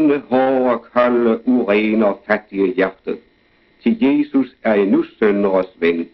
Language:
Danish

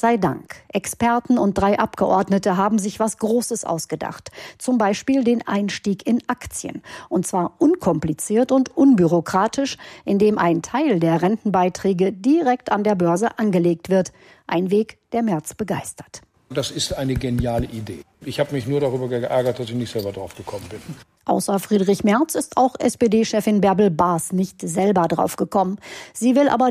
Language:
German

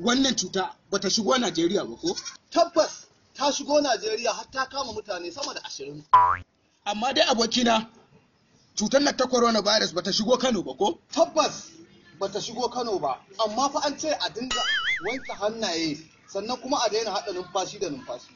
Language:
Hausa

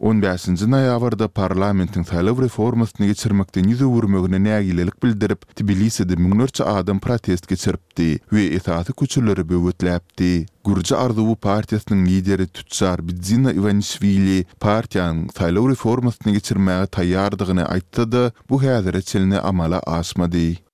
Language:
Turkmen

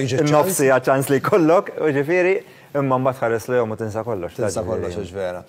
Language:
Maltese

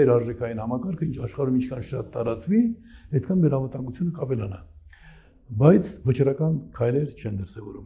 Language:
Armenian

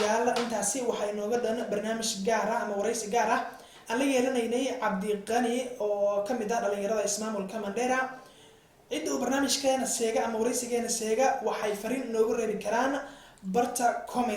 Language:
Somali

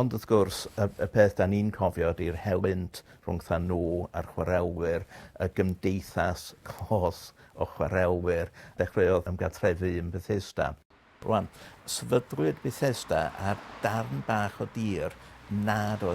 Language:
Welsh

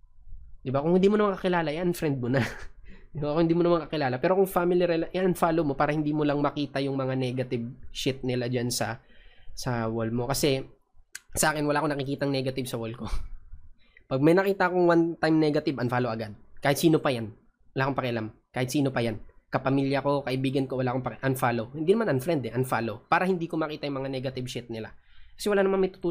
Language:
Filipino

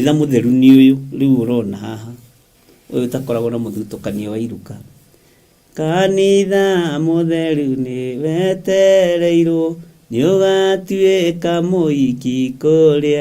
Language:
Kikuyu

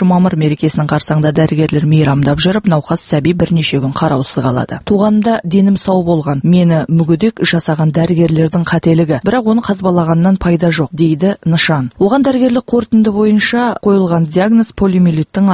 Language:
Kazakh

